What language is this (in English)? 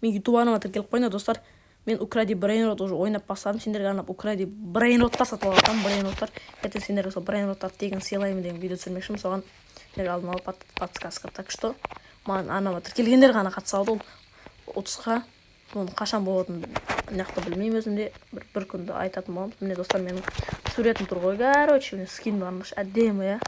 Kazakh